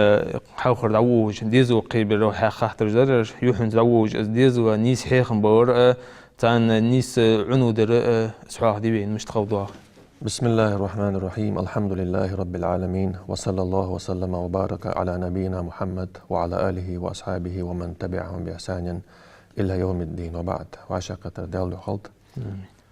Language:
Ingush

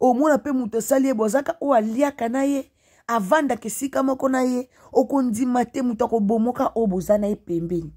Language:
Lingala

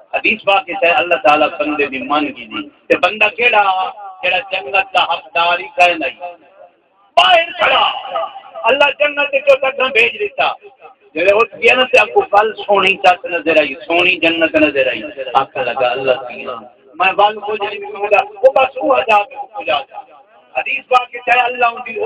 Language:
Saraiki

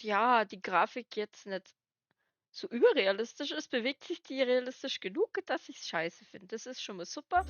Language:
Bavarian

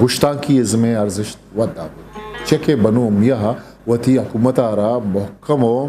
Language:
Eastern Balochi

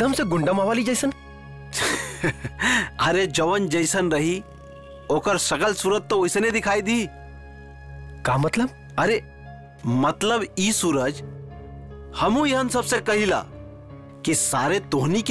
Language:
Bhojpuri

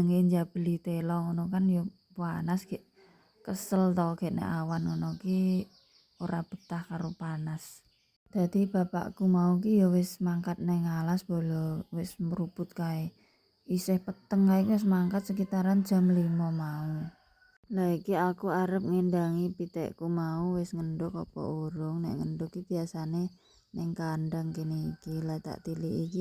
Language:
Javanese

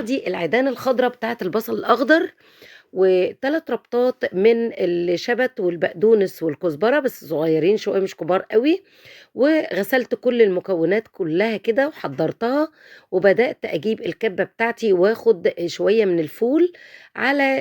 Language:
Egyptian Arabic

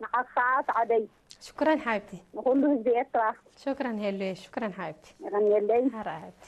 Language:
Tigrinya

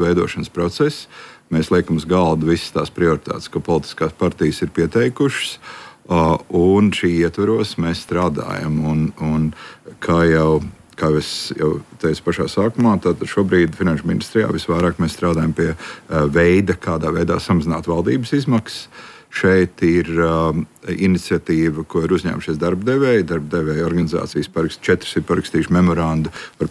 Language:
Latvian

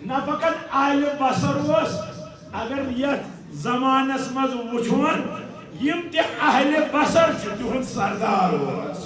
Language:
Kashmiri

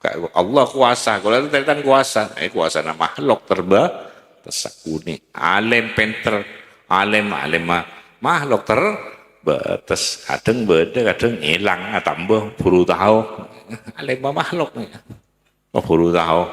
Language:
Madurese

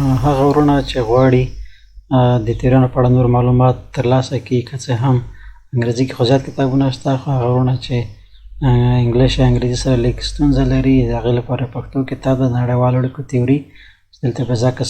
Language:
Pashto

